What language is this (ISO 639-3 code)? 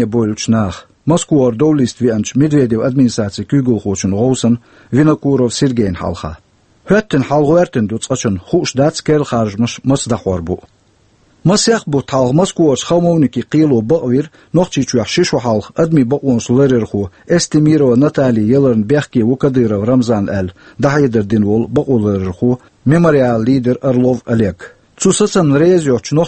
che